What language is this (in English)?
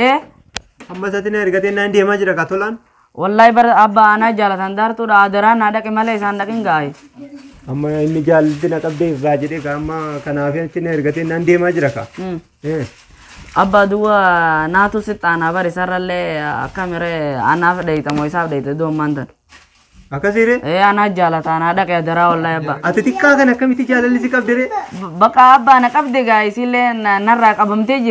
Oromo